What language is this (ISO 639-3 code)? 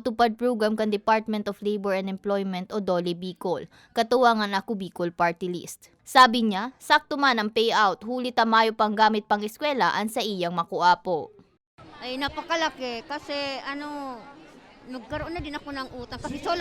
bik